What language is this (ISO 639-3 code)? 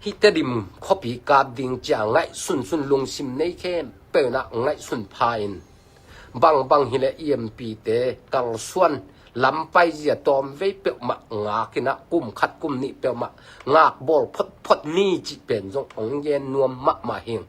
ctd